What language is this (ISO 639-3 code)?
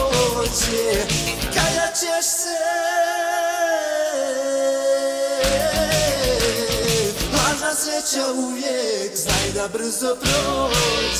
hrv